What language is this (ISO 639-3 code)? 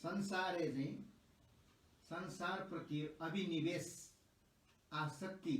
new